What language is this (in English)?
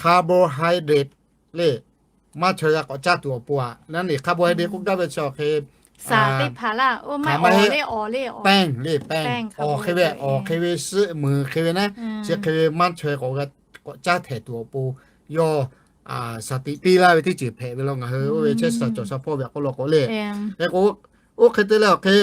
Lahu